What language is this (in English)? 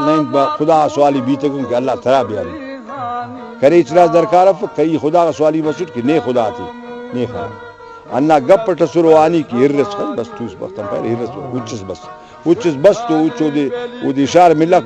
Brahui